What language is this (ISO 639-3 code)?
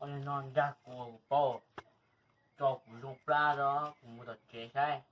hmn